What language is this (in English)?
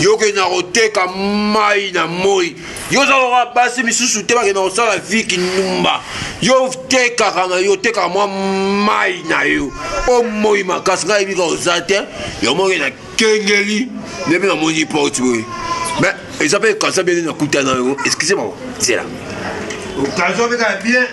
Lingala